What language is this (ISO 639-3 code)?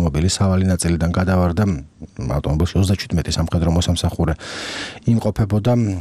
kat